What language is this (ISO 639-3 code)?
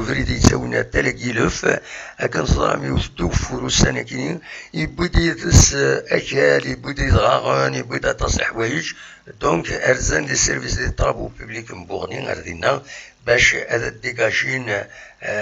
kab